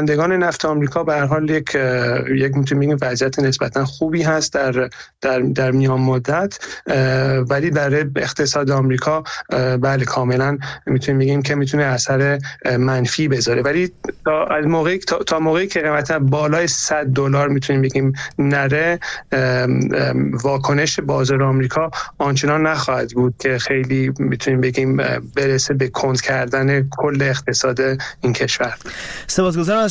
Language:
Persian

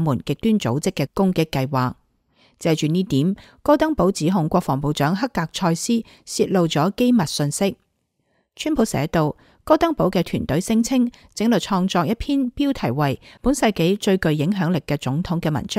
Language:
Cantonese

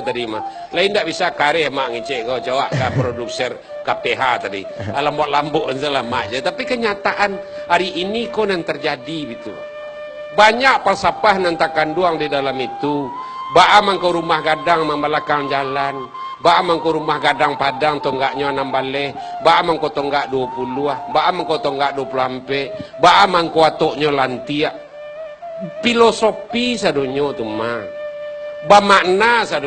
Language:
Minangkabau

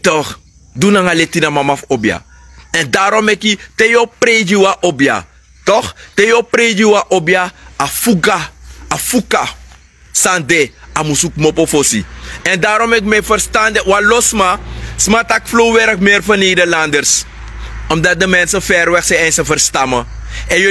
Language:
Sranan Tongo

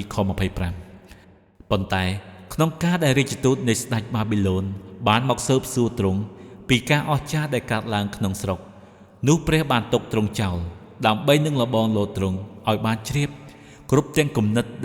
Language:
Khmer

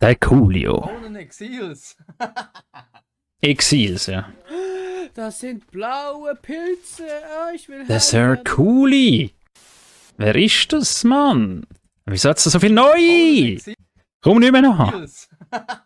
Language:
Swiss German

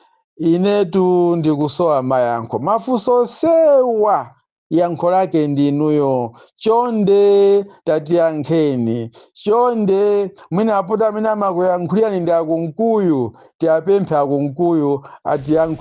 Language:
Nyanja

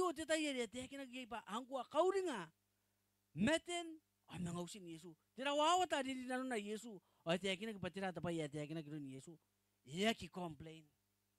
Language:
Gilbertese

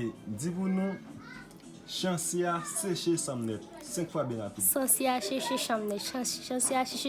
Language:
Haitian Creole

